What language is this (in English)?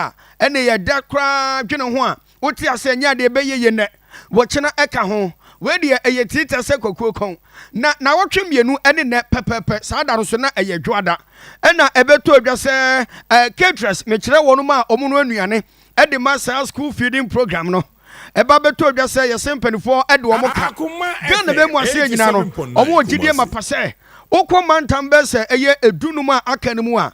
Akan